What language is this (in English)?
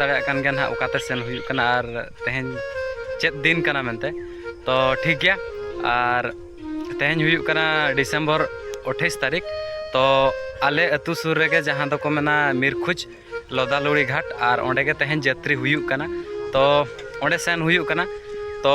Santali